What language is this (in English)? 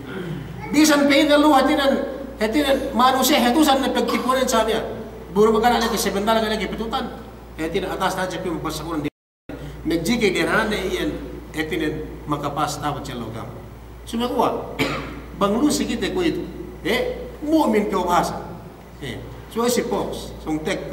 Yakan